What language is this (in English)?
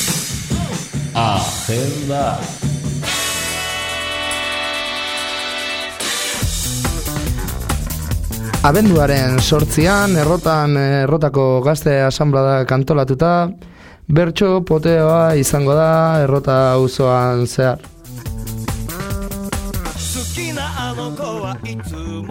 Basque